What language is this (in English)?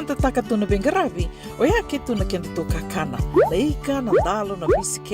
Fijian